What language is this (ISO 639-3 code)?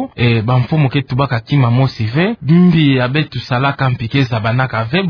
ktu